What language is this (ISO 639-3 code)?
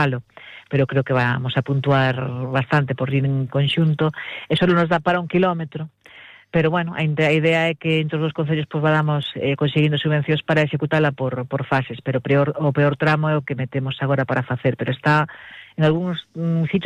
glg